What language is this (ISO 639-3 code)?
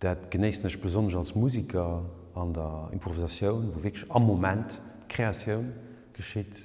ltz